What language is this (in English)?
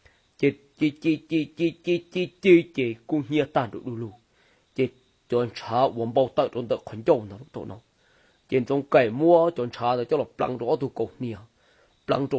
Hmong